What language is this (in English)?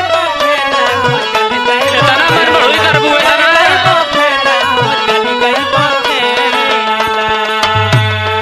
Bhojpuri